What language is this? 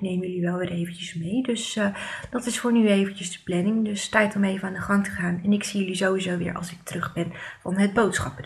Dutch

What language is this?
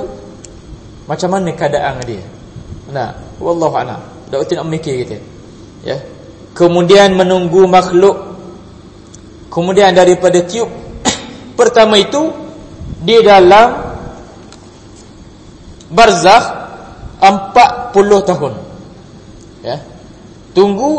Malay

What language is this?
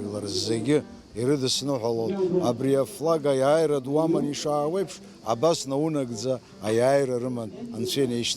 Abkhazian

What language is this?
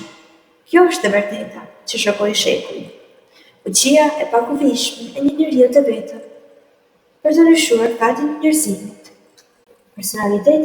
Albanian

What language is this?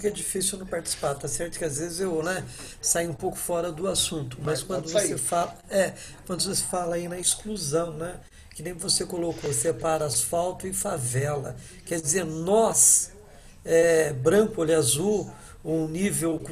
Portuguese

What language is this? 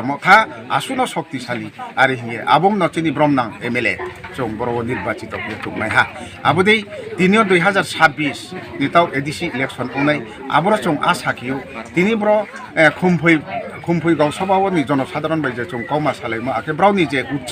Riang (India)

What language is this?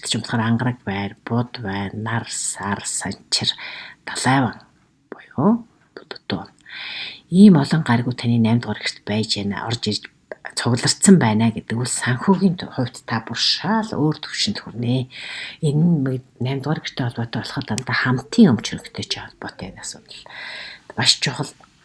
Mongolian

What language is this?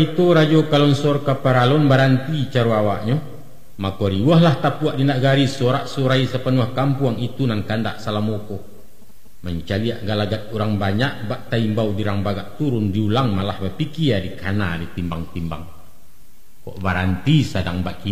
Minangkabau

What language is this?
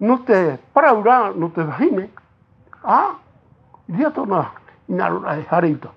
Tahitian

